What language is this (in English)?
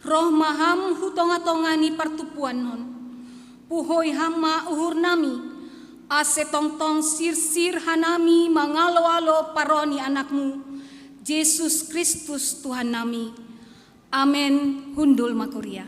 Batak Simalungun